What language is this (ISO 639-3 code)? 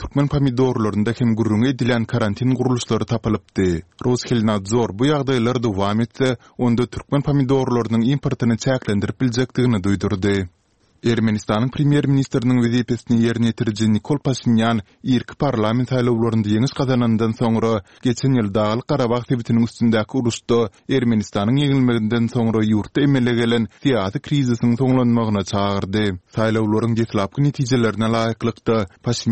tuk